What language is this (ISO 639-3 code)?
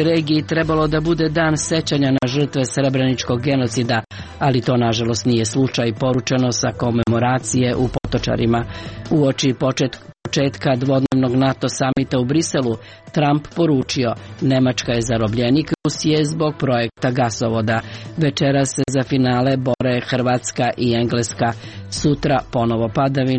srp